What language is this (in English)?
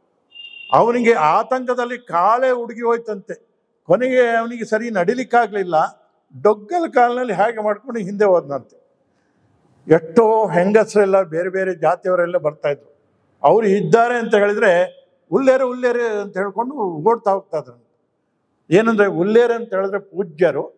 Kannada